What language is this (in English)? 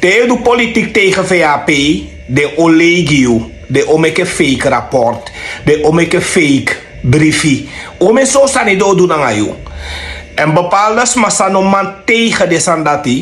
Sranan Tongo